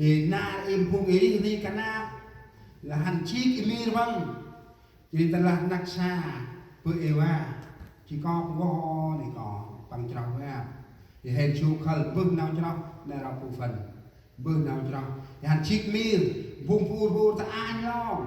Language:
Central Mnong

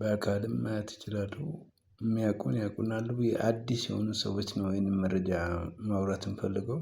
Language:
Amharic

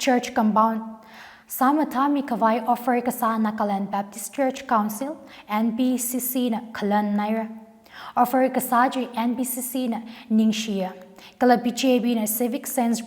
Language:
Tangkhul Naga (India)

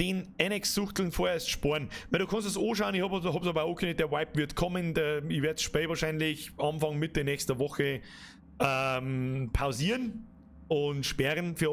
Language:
Bavarian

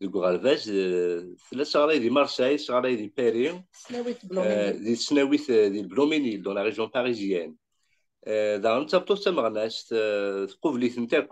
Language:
Kabyle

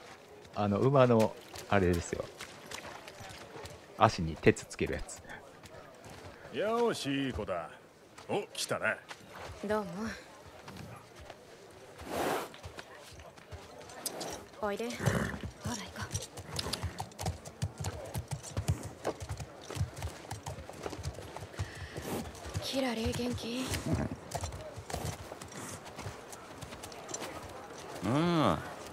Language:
Japanese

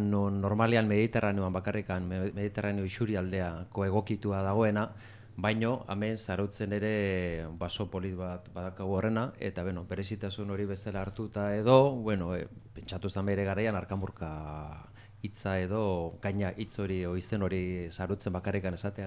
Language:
Basque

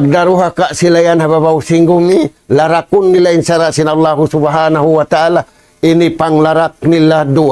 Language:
Tausug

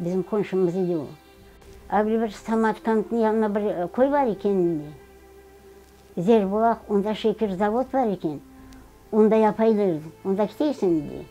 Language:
Crimean Tatar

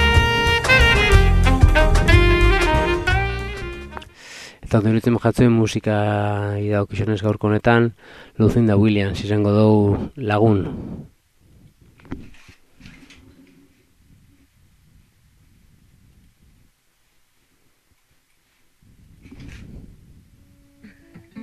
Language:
Basque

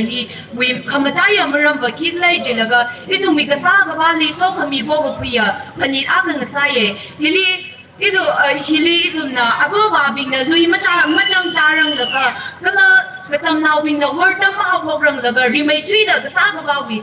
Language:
Tangkhul Naga (India)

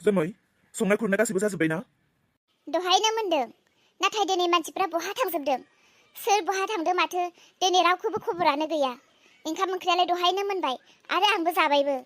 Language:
Bodo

